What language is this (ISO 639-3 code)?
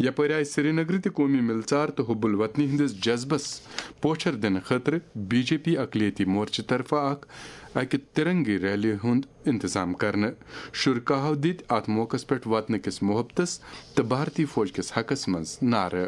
kas